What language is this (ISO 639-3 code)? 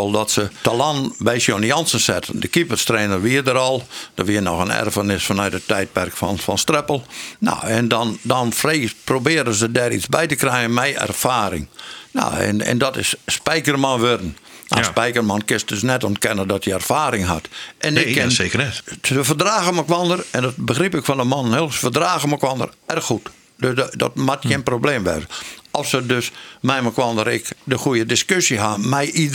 fry